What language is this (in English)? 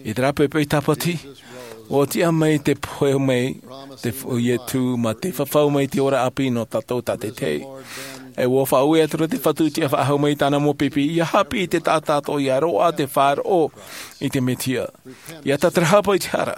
Tahitian